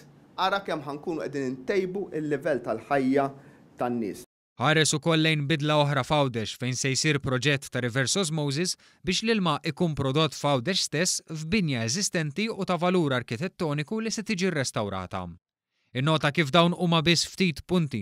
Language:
Maltese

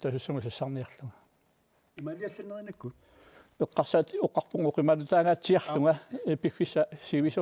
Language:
Kalaallisut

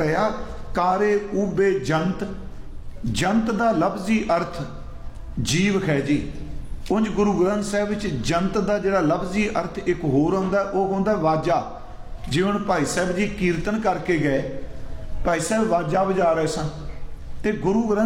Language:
Punjabi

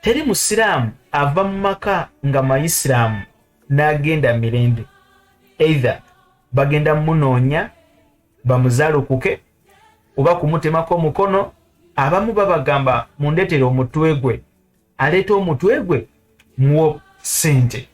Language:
Ganda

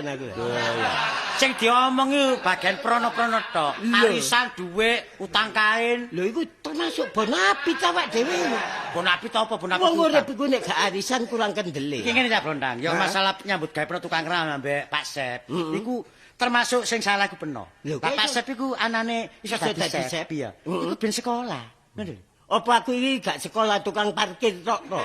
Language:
Javanese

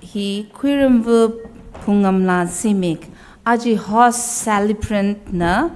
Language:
Tangkhul Naga (India)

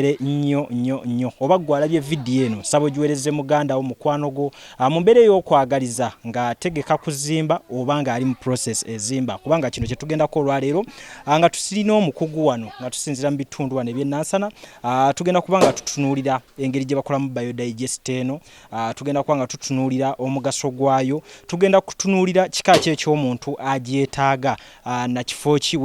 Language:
Ganda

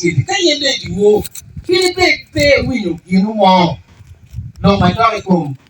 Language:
Acoli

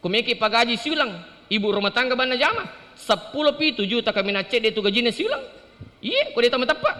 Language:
Buginese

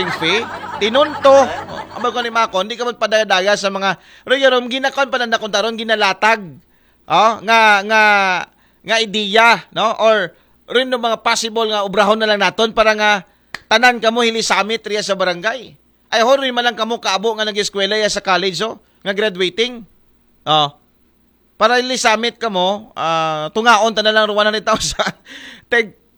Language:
Aklanon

